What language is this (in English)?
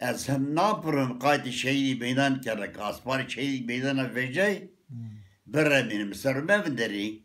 Zaza